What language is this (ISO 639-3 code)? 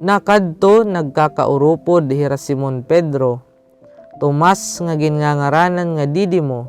war